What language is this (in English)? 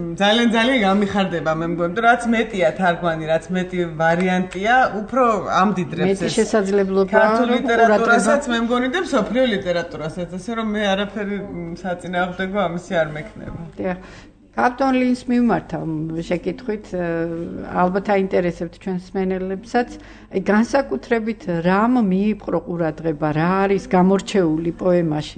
Georgian